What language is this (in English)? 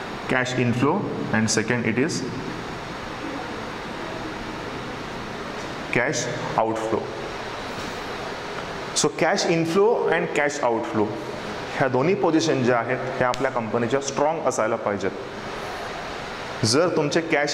Marathi